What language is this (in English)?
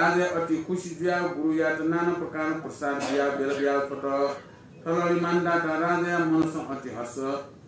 Newari